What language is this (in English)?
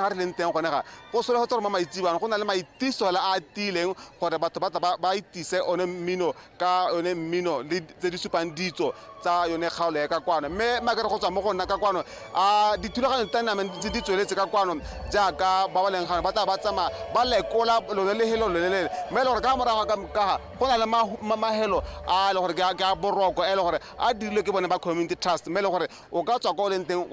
Tswana